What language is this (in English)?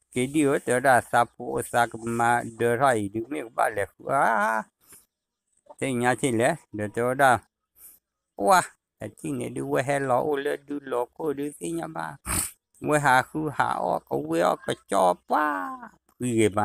S'gaw Karen